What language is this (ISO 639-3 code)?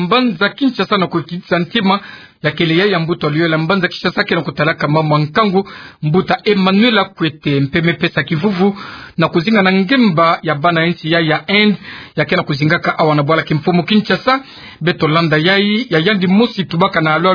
ktu